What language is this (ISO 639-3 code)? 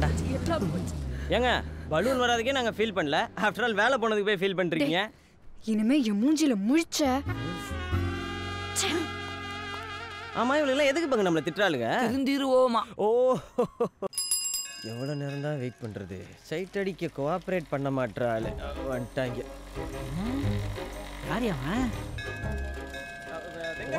tam